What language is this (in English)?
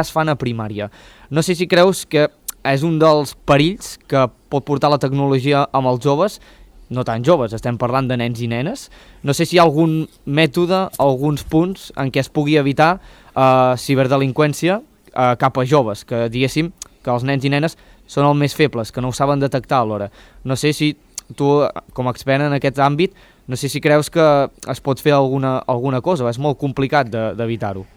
Catalan